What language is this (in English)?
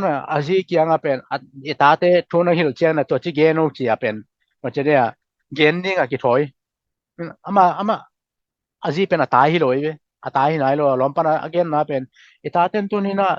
Tedim Chin